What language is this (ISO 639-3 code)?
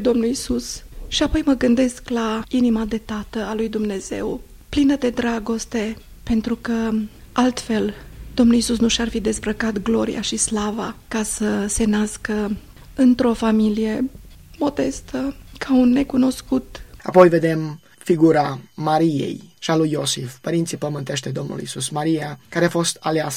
ron